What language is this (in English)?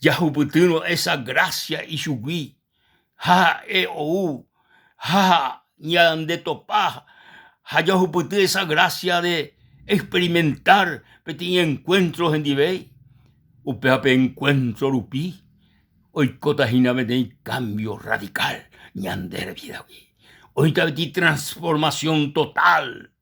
Guarani